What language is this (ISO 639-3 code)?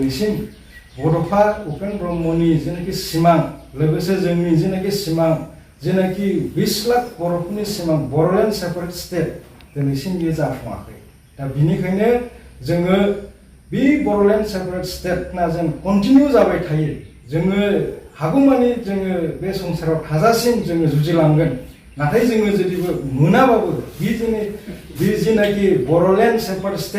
brx